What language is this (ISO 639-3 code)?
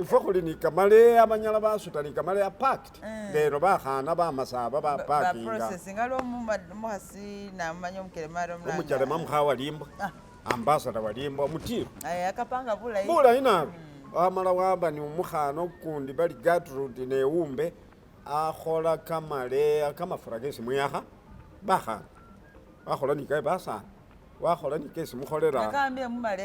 myx